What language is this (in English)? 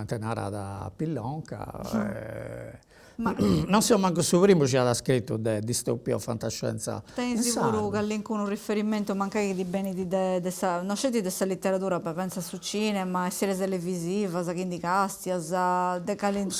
Sardinian